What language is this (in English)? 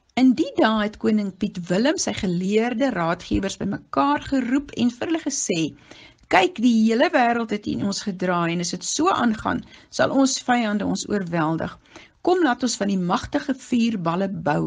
Afrikaans